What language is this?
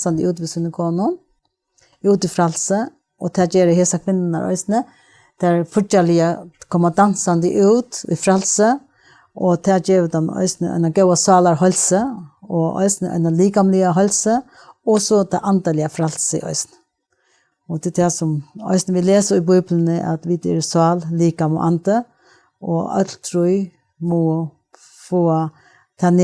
Faroese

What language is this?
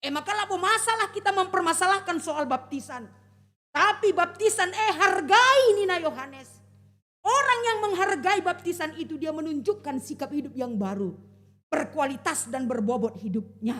Batak Karo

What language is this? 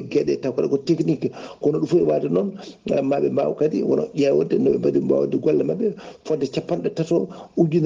Fula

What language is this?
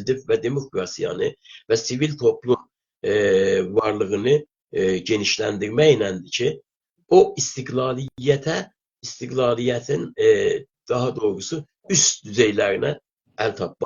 South Azerbaijani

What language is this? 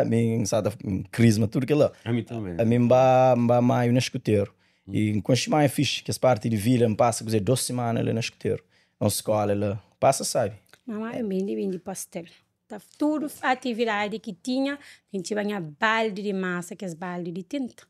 Kabuverdianu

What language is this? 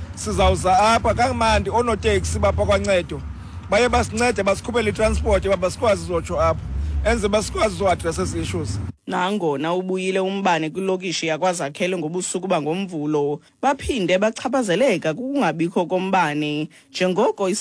Xhosa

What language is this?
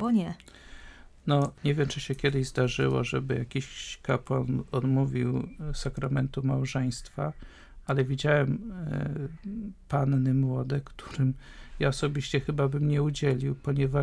Polish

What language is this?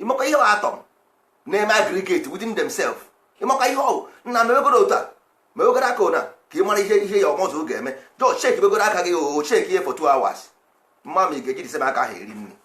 Igbo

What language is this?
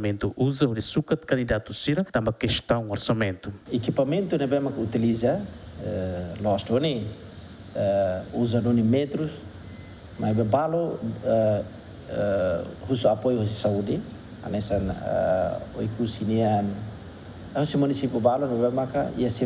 Tetum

